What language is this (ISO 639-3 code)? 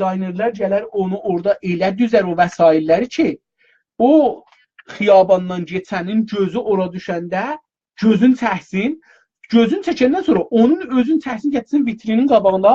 azb